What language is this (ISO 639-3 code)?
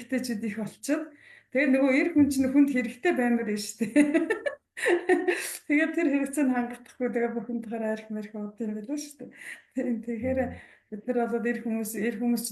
mon